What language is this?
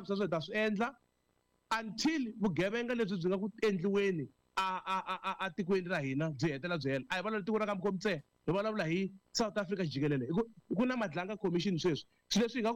Tsonga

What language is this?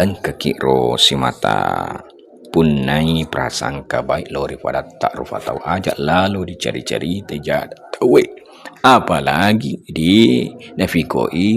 Buginese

